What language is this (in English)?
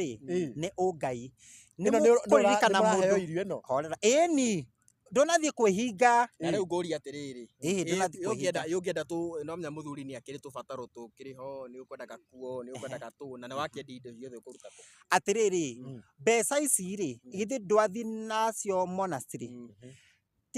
Kikuyu